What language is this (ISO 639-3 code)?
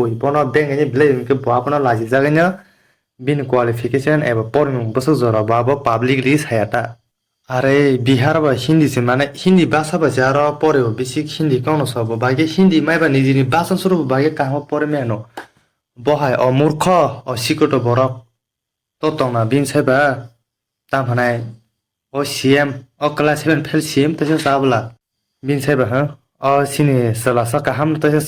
trp